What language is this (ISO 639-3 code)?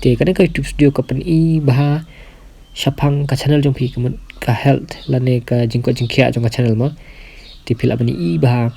kha